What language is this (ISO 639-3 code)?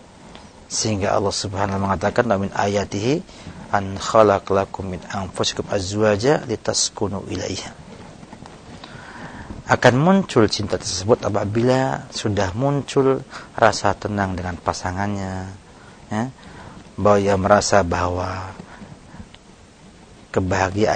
ind